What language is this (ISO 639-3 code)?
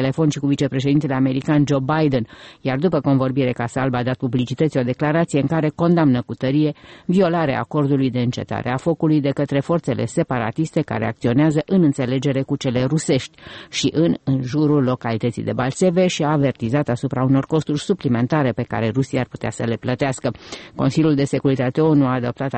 ron